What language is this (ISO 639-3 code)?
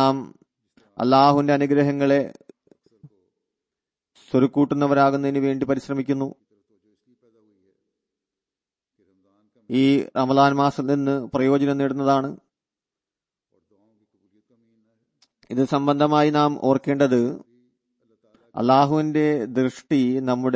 mal